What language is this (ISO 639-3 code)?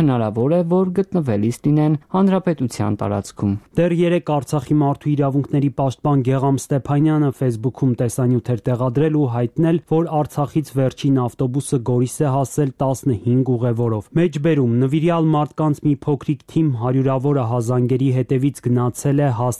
hye